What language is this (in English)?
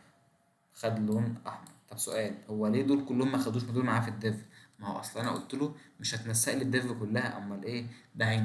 Egyptian Arabic